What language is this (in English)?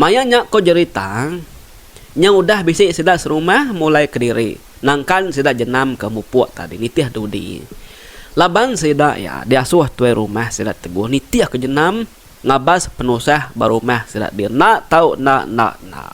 Iban